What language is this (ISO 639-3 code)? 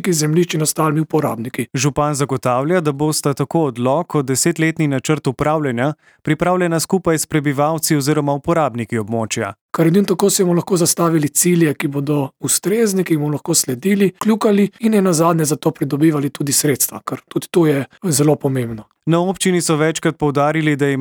slv